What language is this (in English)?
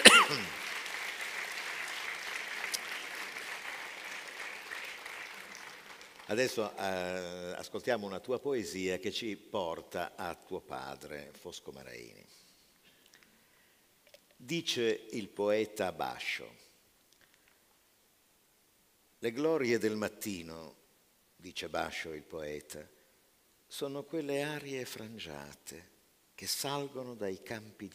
Italian